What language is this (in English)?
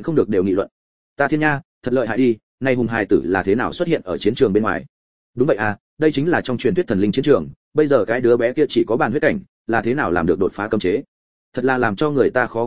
Vietnamese